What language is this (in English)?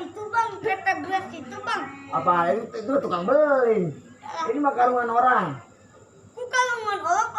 Betawi